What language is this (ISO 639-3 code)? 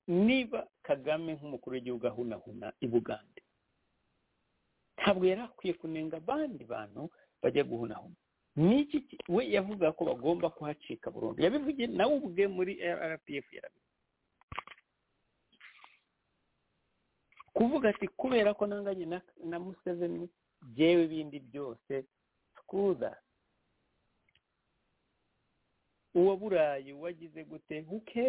kin